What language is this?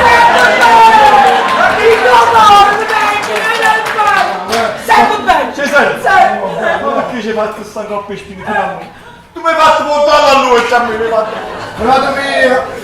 Neapolitan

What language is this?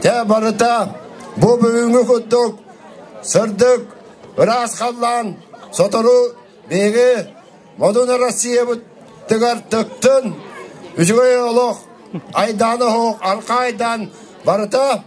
Yakut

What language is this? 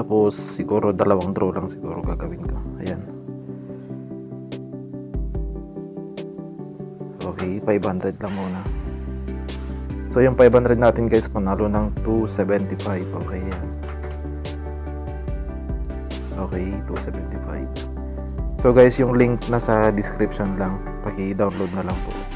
Filipino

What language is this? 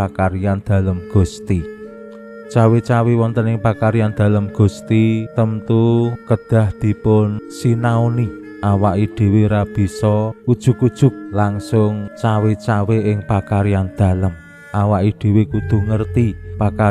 Javanese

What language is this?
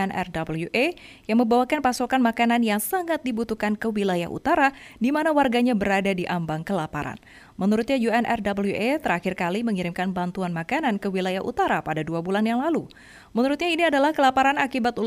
Indonesian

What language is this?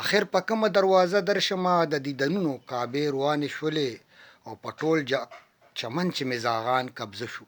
Pashto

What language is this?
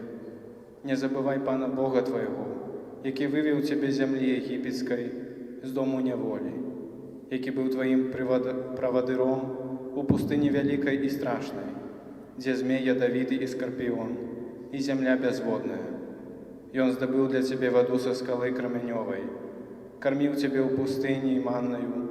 Belarusian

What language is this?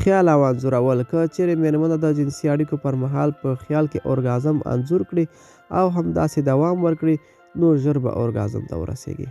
Pashto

